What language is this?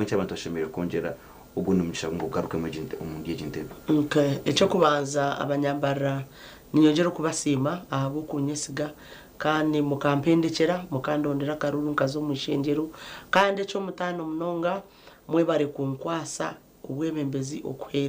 Nyankole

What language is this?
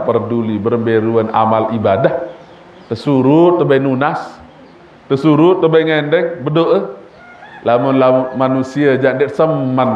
Sasak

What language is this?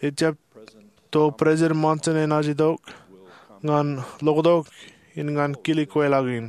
Marshallese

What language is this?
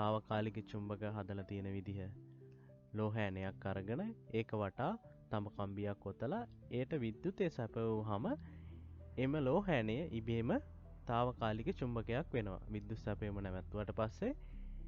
Sinhala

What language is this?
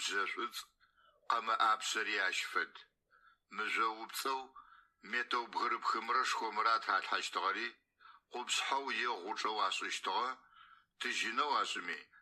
Adyghe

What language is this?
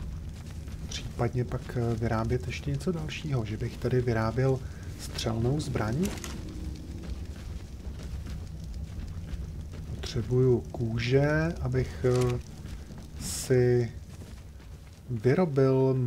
Czech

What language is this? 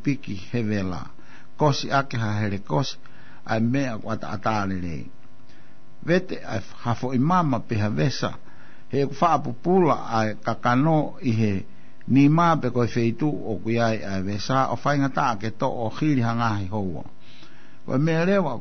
Tongan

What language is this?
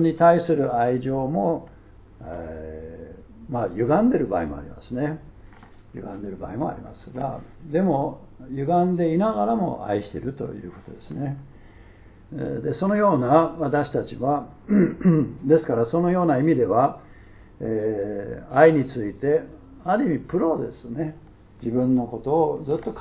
Japanese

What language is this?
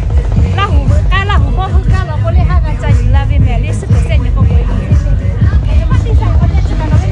Lahu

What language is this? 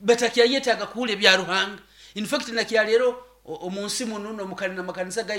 Nyoro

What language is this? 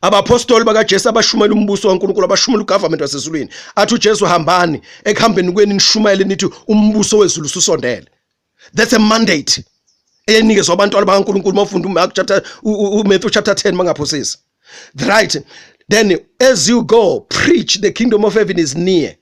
Zulu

